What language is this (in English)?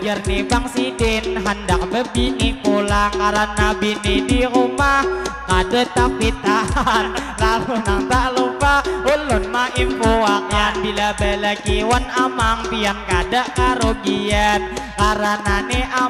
Banjar